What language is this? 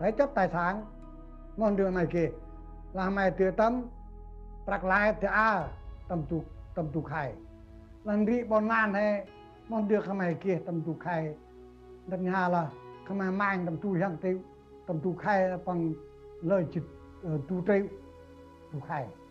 Central Mnong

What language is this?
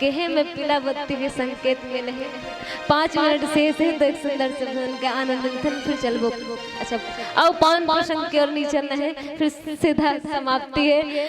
Chhattisgarhi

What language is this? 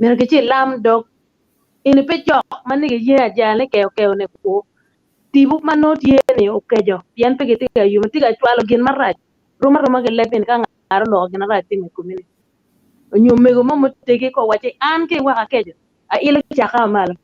Acoli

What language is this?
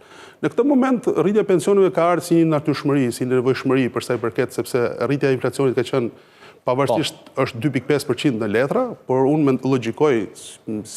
Albanian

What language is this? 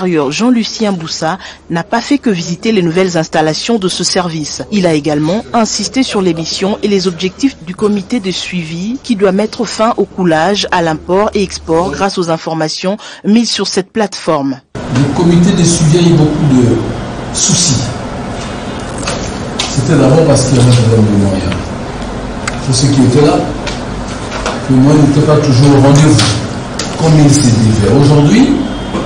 French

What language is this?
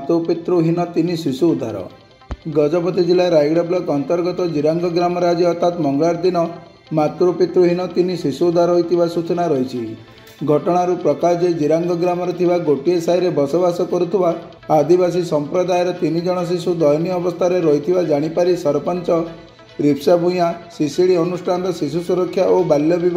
Odia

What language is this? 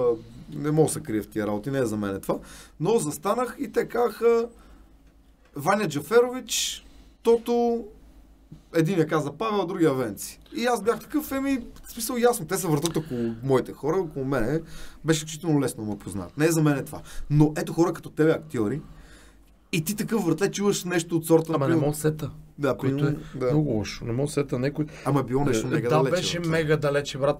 Bulgarian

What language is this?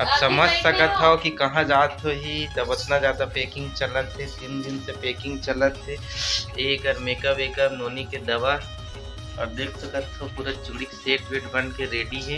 Chhattisgarhi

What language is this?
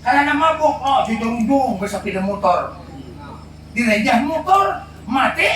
Banjar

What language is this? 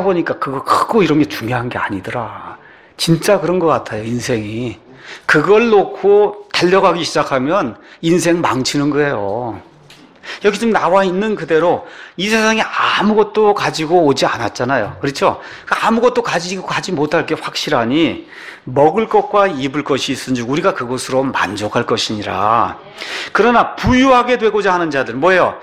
Korean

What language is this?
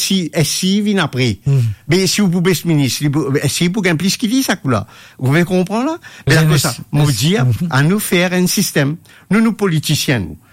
Morisyen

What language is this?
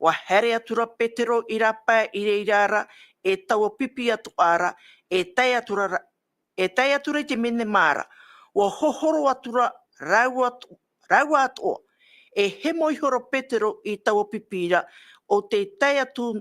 Tahitian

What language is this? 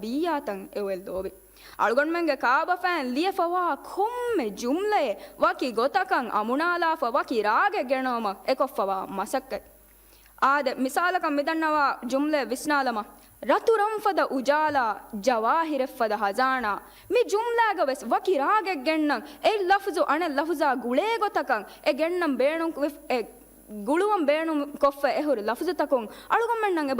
Divehi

